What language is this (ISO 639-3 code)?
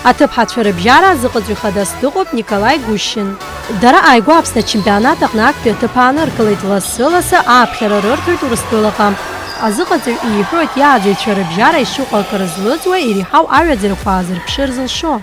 abk